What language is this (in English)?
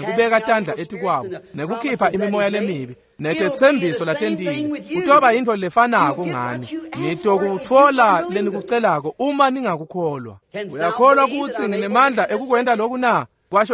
Swati